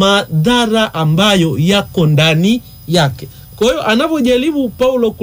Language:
Swahili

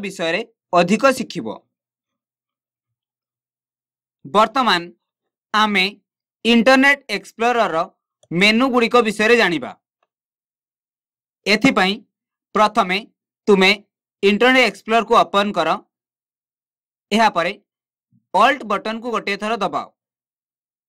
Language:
Odia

